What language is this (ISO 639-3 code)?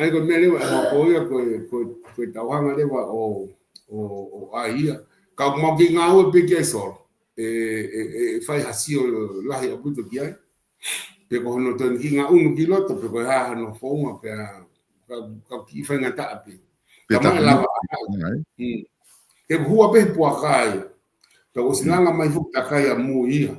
ton